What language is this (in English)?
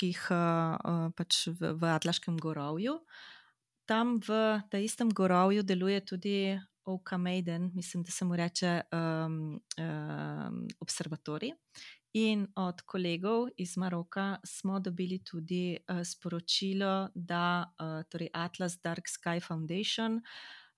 Slovenian